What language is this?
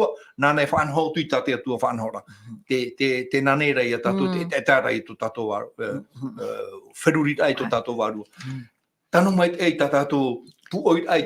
Tahitian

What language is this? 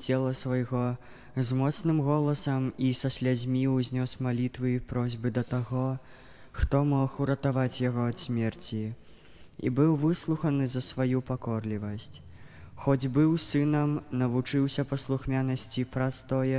Belarusian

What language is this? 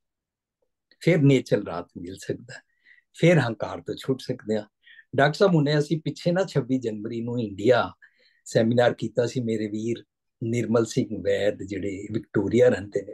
Punjabi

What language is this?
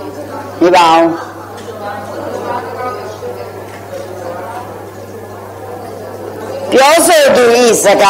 Burmese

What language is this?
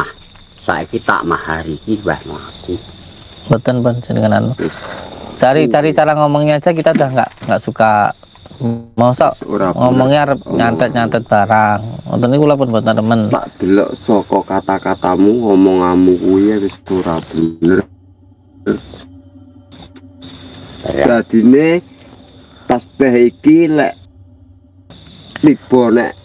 Javanese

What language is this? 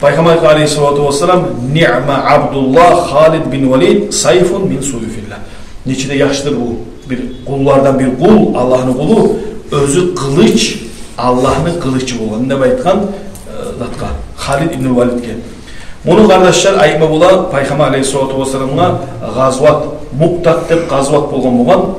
Kumyk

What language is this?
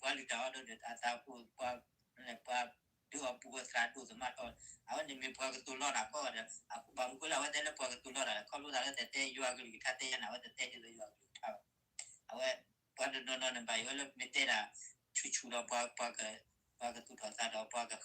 S'gaw Karen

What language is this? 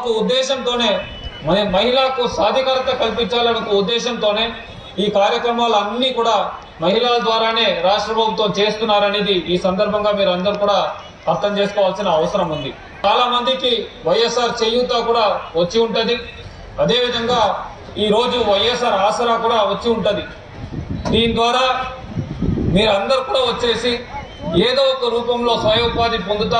Telugu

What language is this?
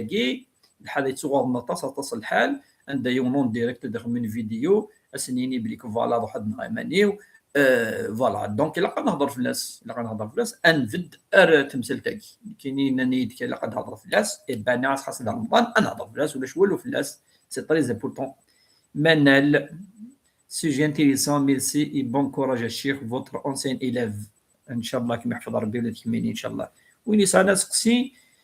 Kabyle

